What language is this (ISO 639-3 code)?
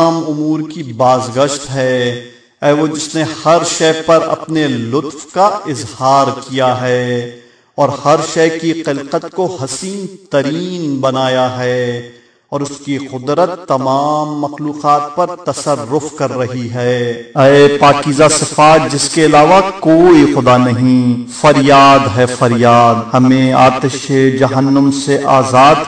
urd